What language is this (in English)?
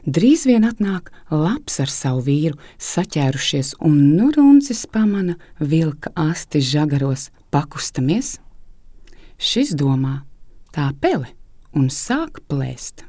Latvian